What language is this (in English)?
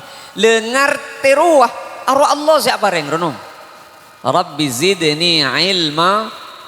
Madurese